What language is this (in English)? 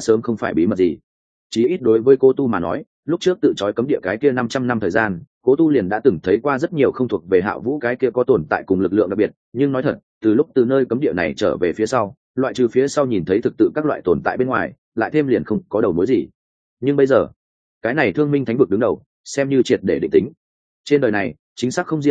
Vietnamese